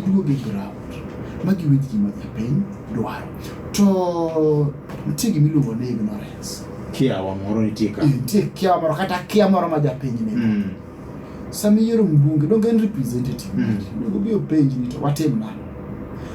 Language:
Luo (Kenya and Tanzania)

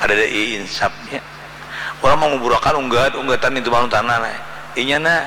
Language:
Banjar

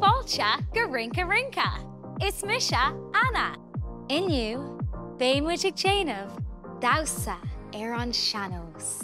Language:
Irish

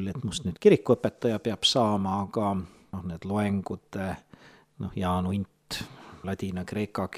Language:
Estonian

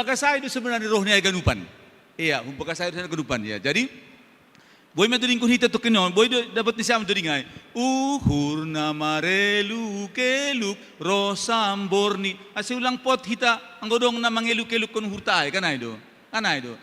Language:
Batak Simalungun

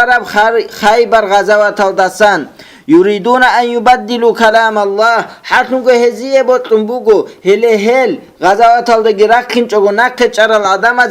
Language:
Avaric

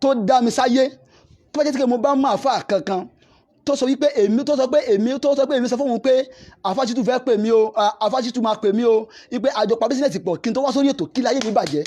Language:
Yoruba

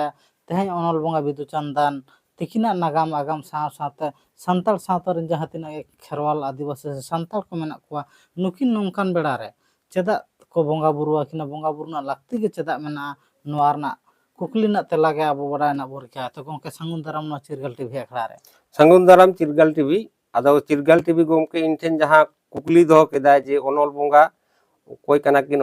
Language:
Santali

